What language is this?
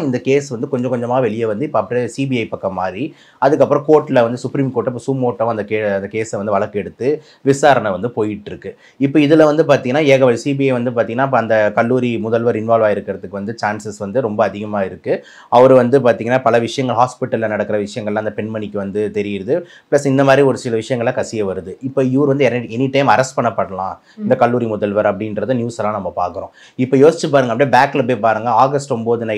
Tamil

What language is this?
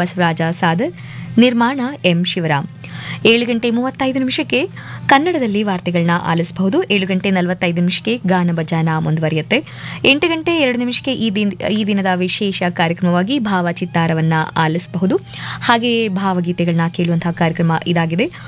Kannada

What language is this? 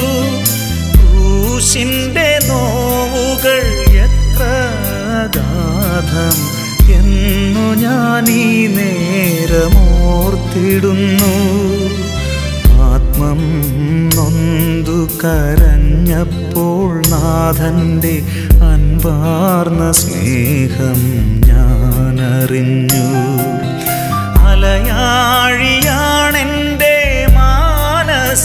Malayalam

